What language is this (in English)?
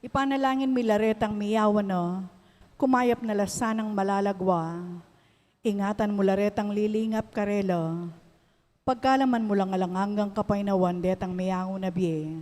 Pampanga